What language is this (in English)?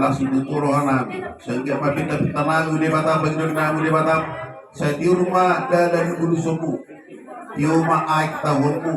Batak Toba